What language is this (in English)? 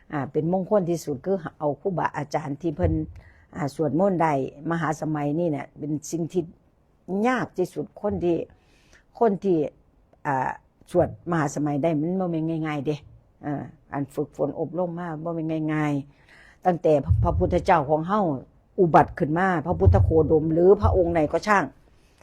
Northeastern Thai